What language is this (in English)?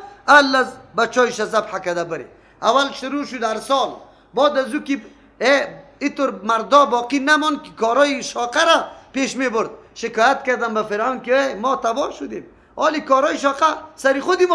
Persian